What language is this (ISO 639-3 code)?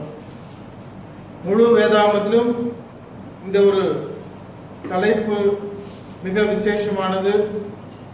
tam